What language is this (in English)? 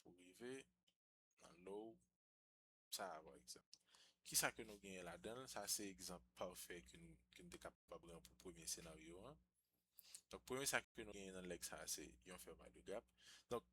Haitian Creole